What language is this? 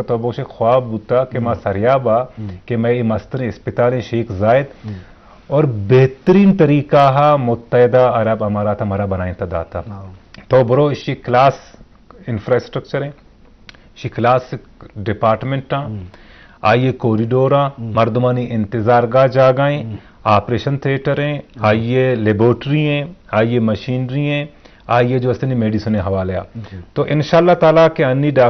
Baluchi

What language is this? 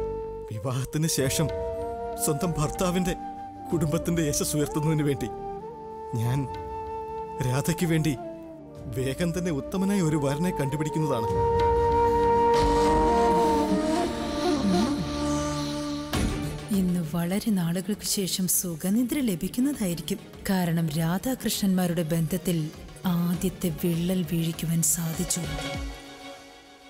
Malayalam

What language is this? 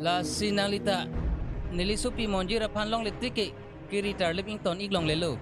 Karbi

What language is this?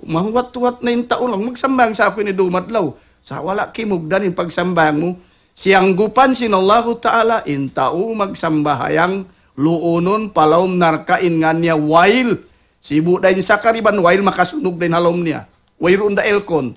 Tausug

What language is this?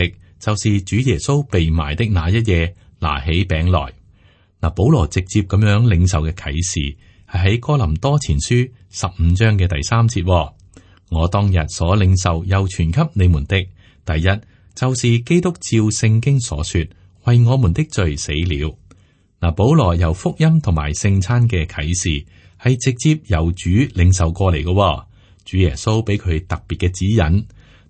Cantonese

